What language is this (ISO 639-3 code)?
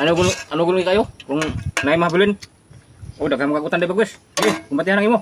ceb